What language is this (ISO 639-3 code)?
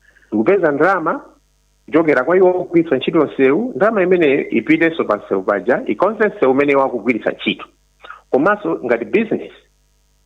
nya